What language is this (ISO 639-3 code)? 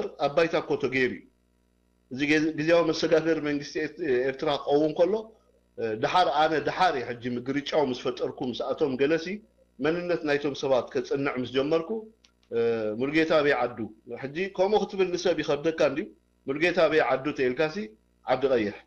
tir